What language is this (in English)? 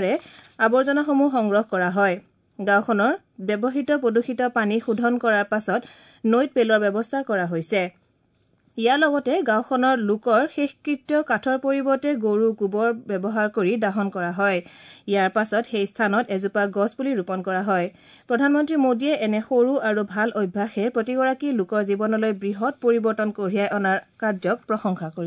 Assamese